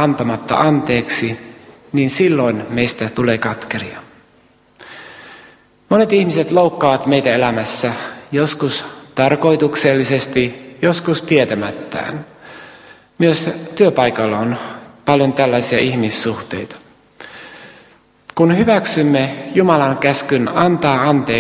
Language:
Finnish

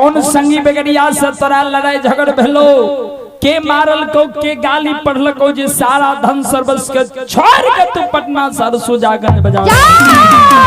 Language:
Maithili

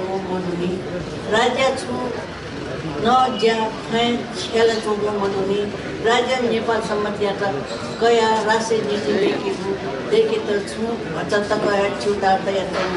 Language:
Newari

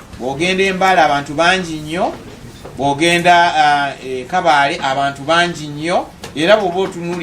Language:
Ganda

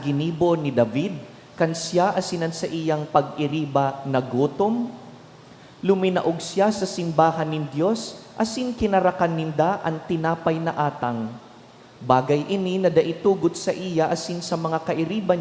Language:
Bikol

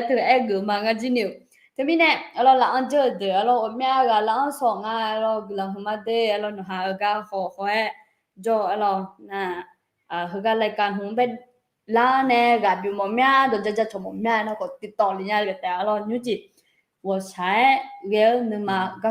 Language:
Akha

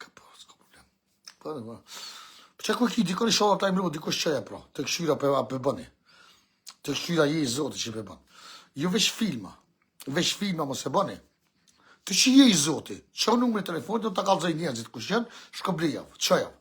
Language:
Albanian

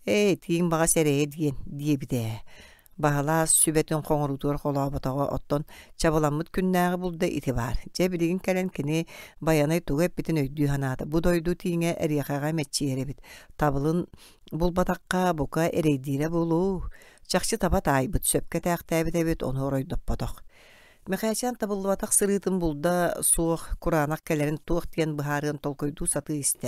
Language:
Yakut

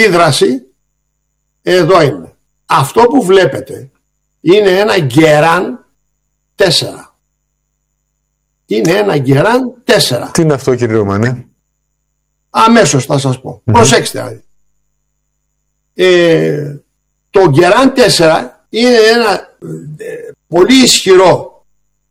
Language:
Greek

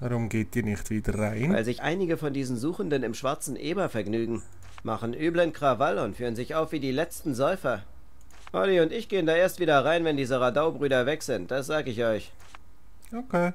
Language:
Swiss German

